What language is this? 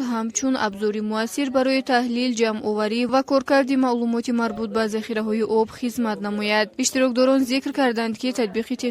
Tajik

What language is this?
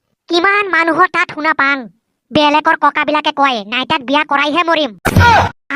Assamese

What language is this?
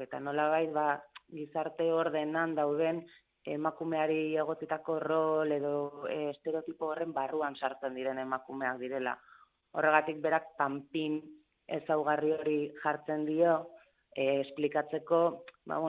Basque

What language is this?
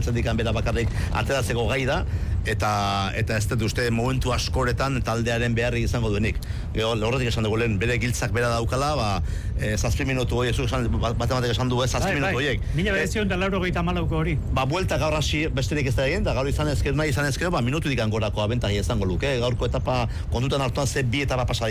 Basque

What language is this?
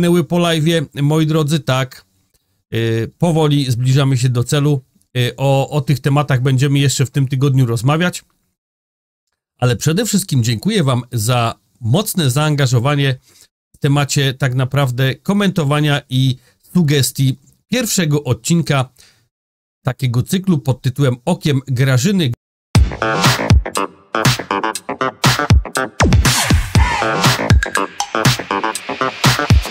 Polish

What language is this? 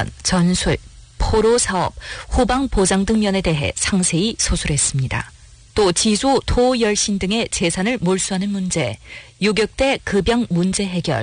Korean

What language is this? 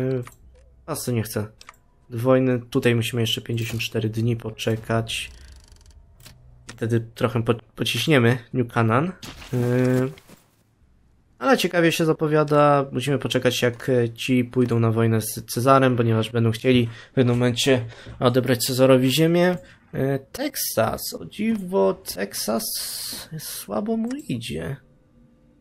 Polish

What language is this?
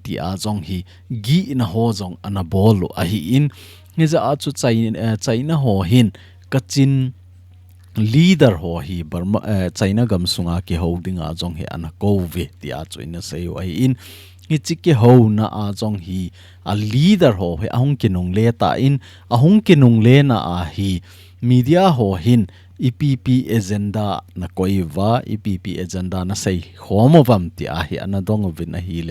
Thado Chin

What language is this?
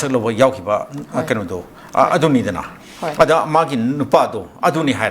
Manipuri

